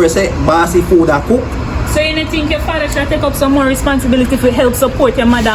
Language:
Jamaican Creole English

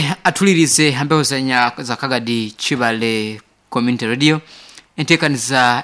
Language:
Nyoro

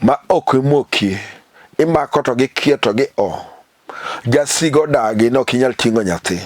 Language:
Luo (Kenya and Tanzania)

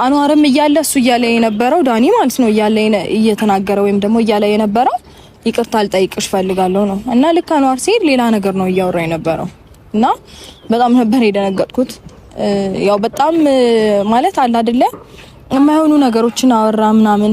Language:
Amharic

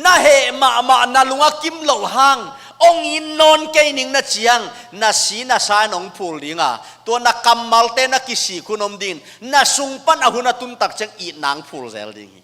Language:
Tedim Chin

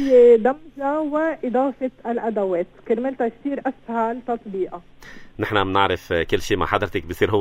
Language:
North Levantine Arabic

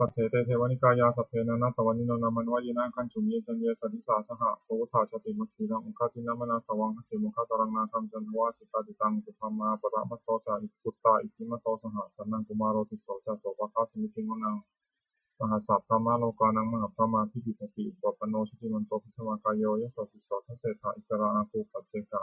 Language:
Pali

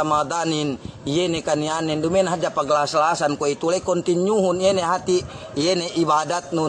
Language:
Yakan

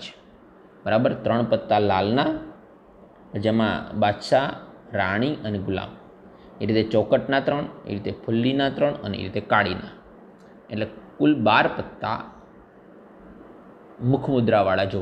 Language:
Gujarati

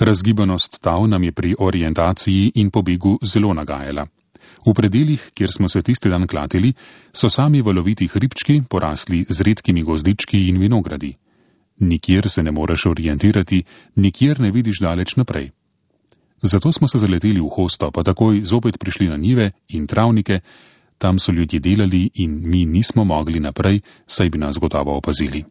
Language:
Slovenian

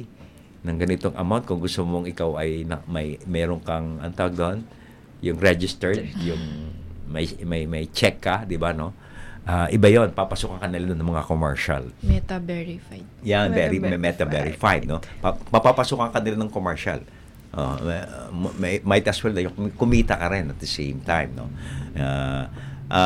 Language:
Filipino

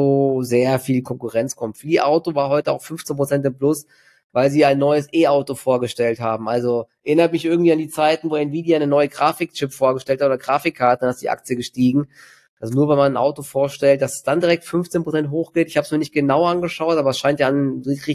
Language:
German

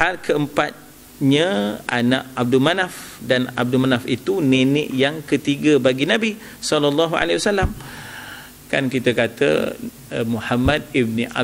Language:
Malay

